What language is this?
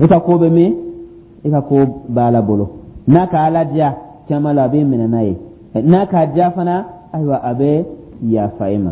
Dyula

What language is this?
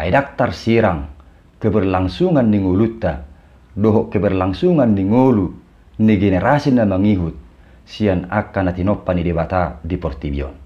Batak Toba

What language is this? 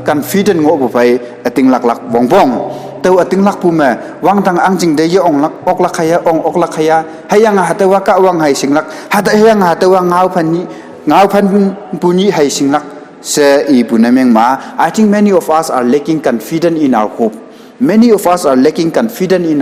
Konyak Naga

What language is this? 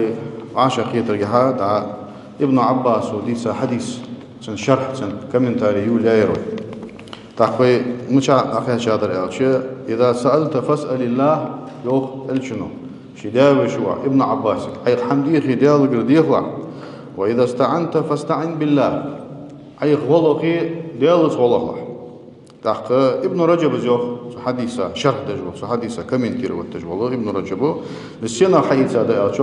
Ingush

